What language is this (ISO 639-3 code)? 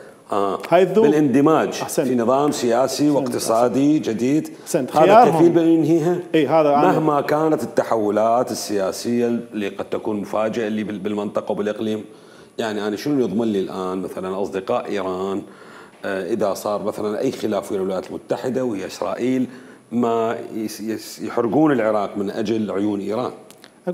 acm